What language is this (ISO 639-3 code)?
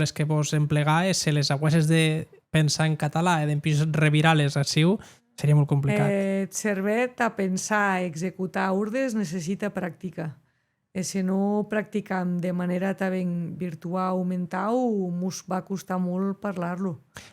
oci